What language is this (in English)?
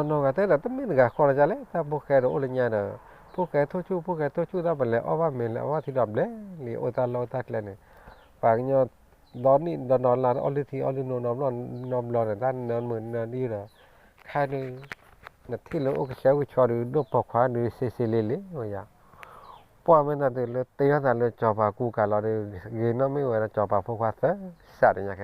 S'gaw Karen